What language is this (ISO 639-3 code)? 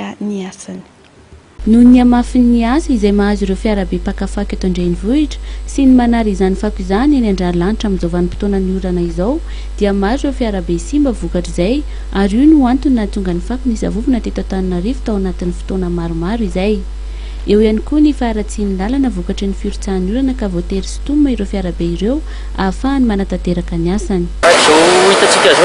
mlg